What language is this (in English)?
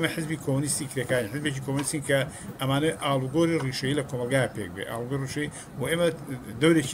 Central Kurdish